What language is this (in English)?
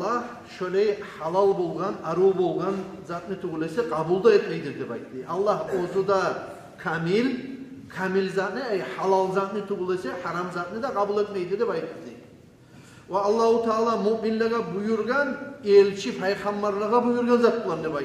Kumyk